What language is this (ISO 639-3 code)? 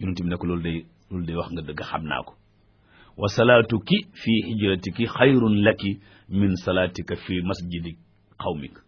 wol